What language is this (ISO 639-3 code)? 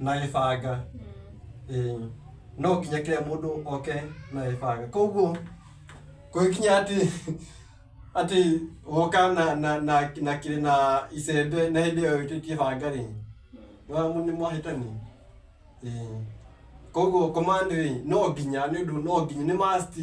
kik